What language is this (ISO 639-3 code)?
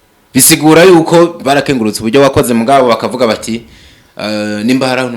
run